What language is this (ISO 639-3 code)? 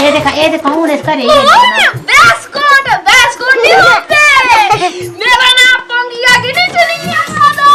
doi